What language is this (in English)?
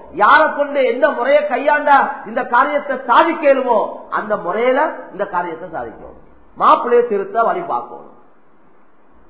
Tamil